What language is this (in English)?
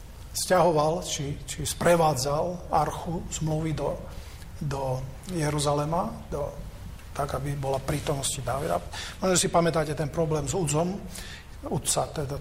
Slovak